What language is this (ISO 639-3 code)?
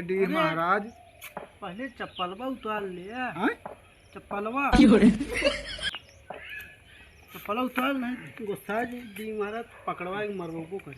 awa